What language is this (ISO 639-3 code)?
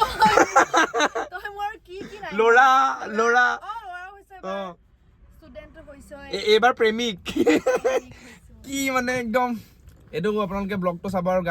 asm